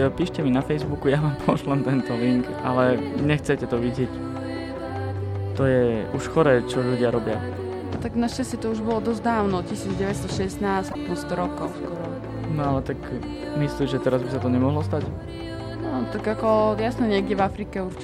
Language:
Slovak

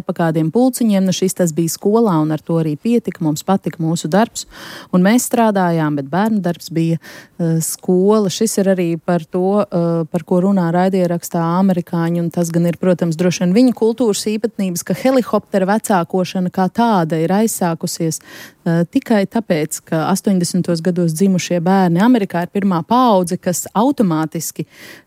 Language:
Latvian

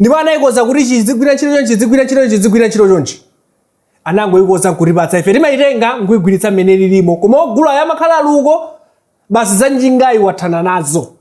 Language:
Nyanja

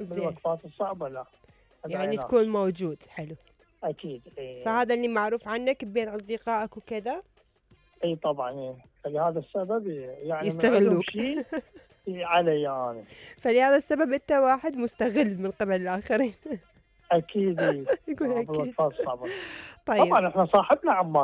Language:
Mesopotamian Arabic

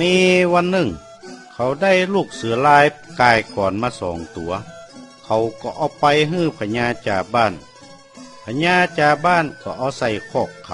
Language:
Northern Thai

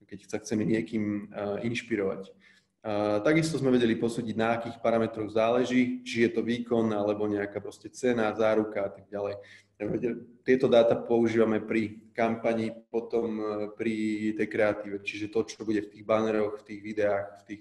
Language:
Slovak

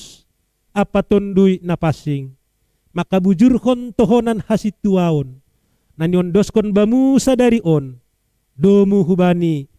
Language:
Batak Simalungun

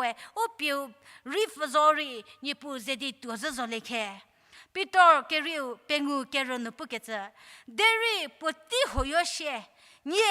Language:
Angami Naga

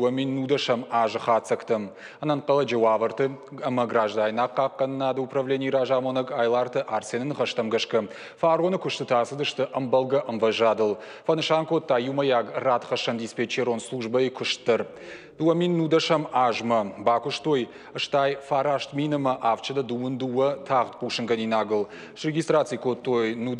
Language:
Ossetic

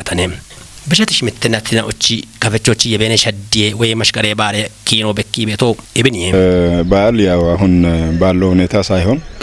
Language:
Kafa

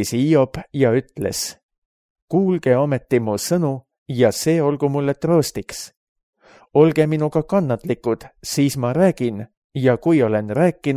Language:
Estonian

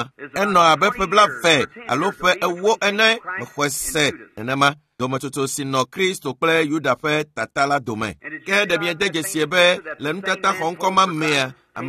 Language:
Ewe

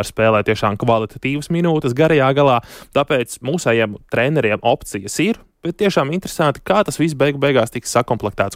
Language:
Latvian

